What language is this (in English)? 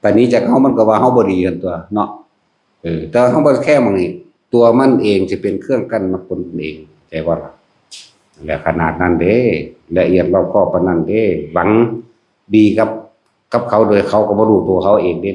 Northeastern Thai